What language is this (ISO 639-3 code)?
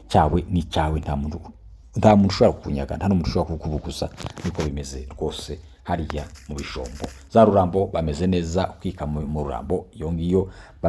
kin